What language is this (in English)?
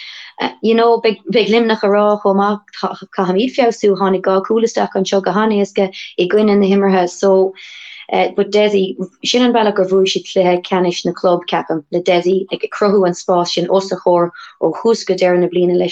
Irish